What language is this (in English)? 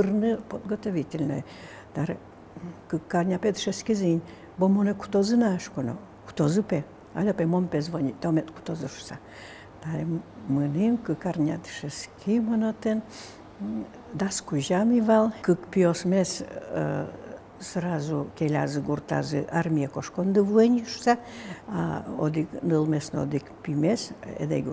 Udmurt